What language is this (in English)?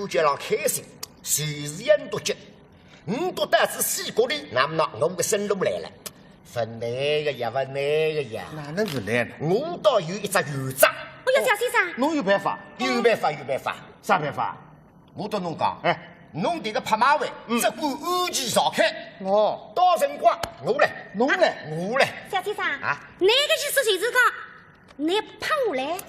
Wu Chinese